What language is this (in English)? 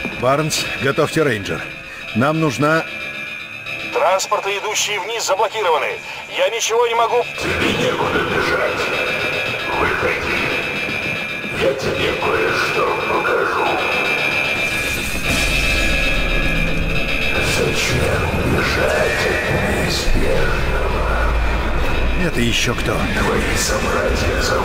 Russian